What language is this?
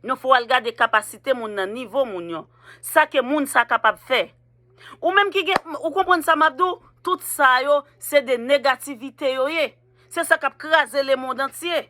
Haitian Creole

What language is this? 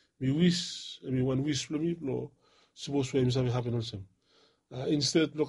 Bislama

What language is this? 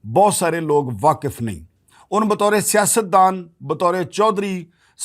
Western Panjabi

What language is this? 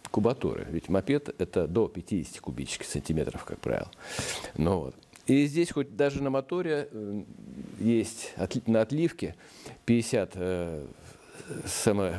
Russian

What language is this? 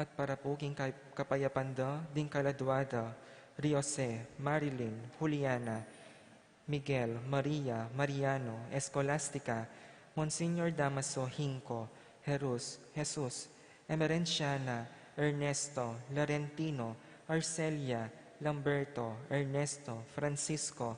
Pampanga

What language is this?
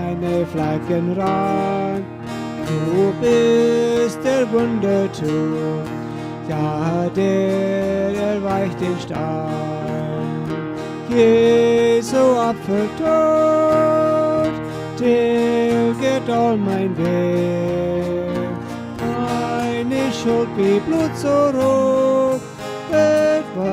Plautdietsch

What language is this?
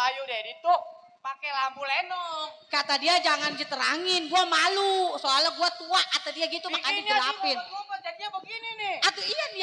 Betawi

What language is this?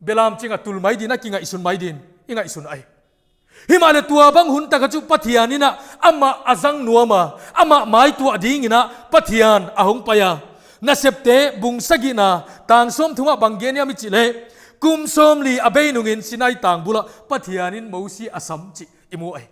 Paite Chin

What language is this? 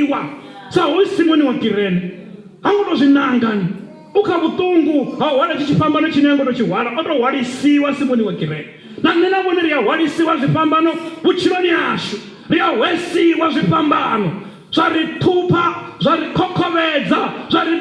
Venda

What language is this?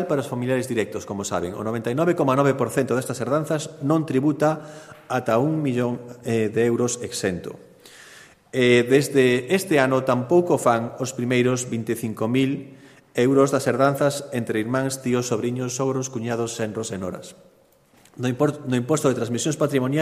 Galician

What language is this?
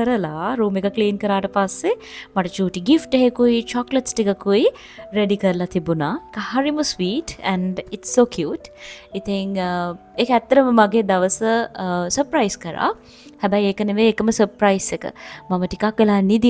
Sinhala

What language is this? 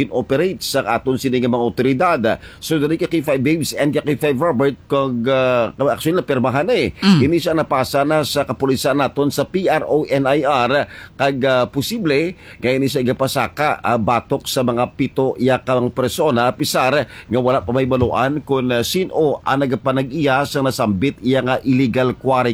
Hiligaynon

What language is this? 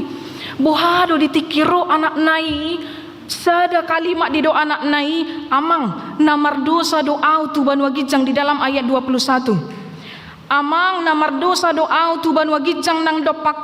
Batak Toba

